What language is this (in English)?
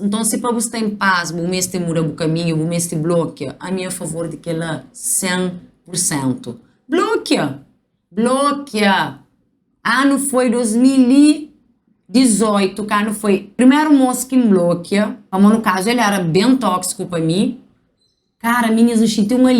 Kabuverdianu